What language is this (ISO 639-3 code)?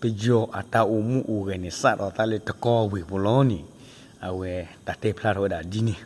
ksw